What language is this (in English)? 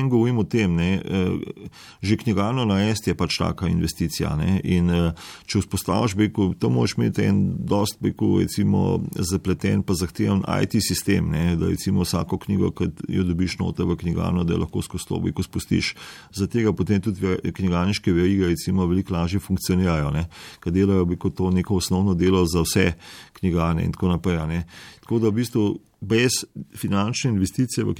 Slovenian